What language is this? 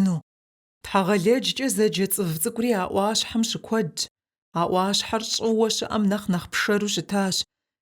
Kabardian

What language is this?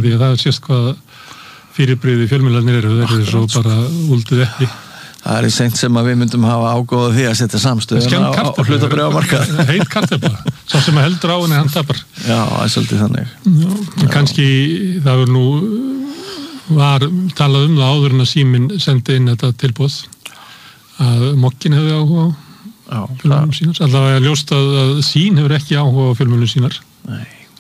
Icelandic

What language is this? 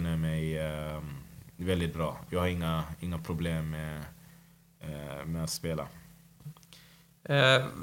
Swedish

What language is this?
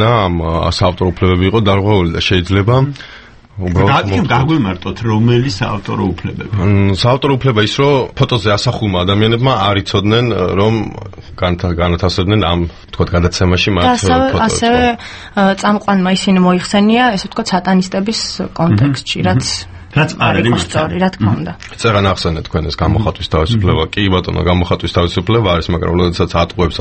Georgian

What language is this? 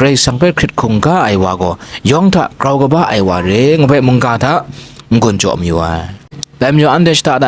Kachin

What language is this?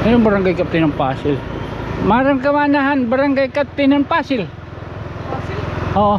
Waray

